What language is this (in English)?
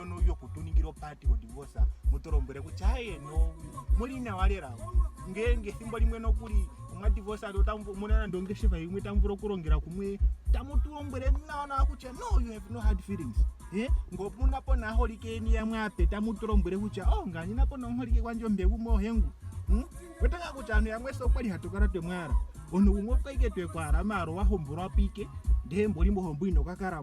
Ndonga